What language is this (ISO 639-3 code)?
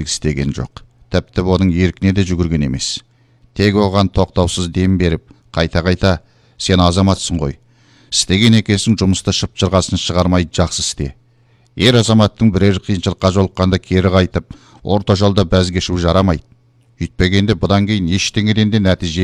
kaz